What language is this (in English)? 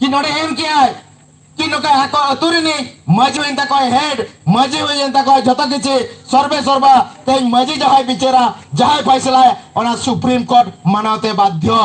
Santali